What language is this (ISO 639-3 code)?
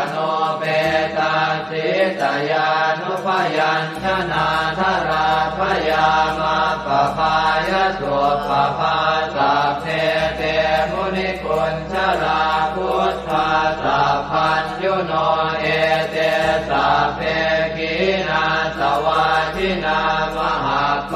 pli